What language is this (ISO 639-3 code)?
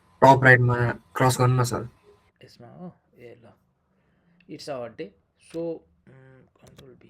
nep